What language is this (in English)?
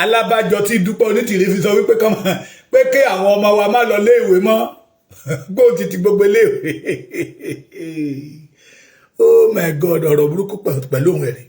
Yoruba